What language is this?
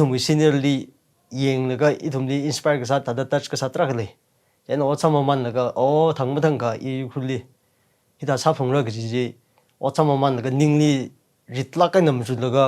Tangkhul Naga (India)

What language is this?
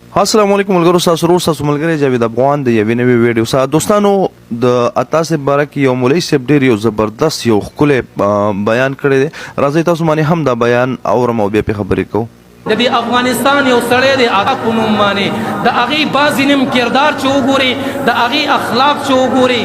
Pashto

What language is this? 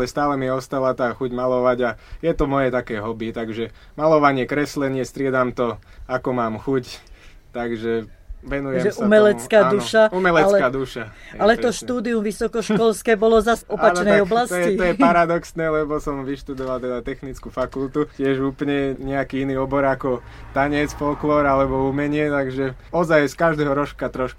Slovak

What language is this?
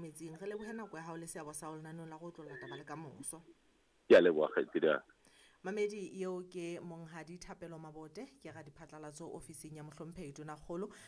Southern Sotho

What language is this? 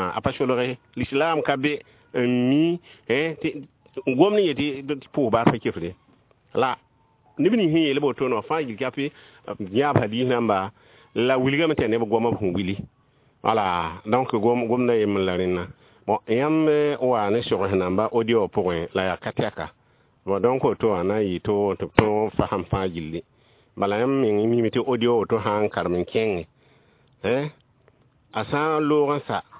Mossi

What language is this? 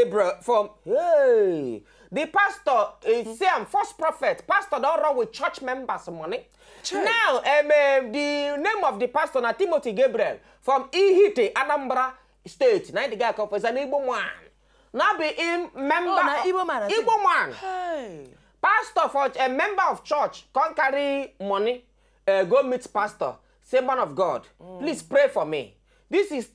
Nigerian Pidgin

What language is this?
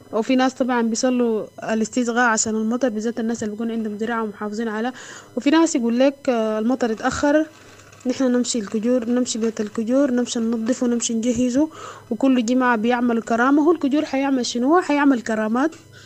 Sudanese Arabic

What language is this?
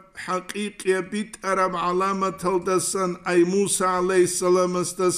Avaric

